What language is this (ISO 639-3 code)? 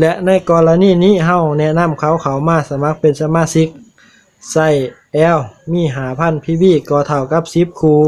lao